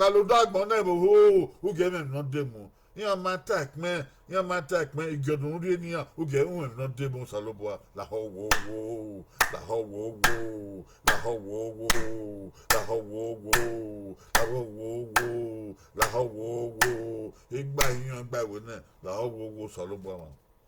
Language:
Bini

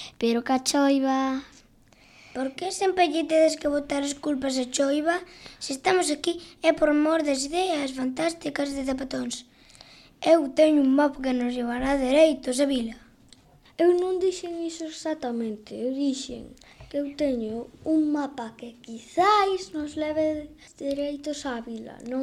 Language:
Galician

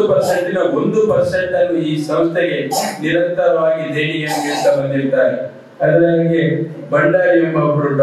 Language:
Kannada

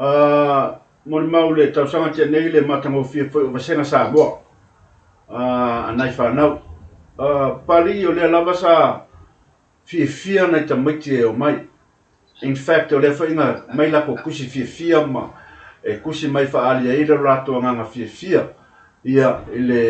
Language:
Samoan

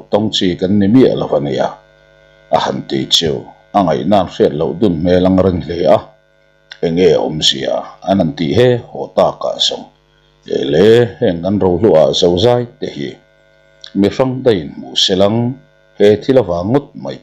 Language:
Mizo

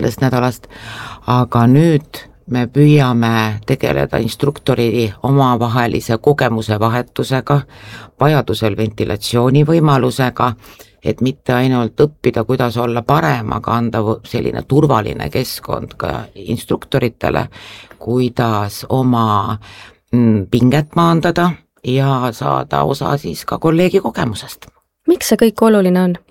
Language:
Estonian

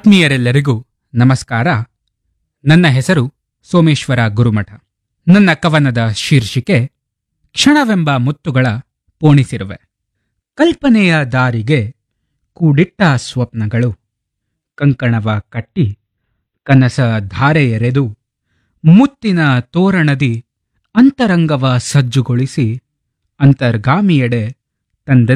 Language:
Kannada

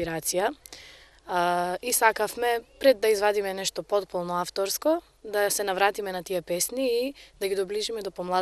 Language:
Macedonian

